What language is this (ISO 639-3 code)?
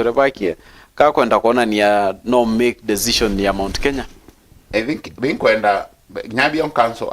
mer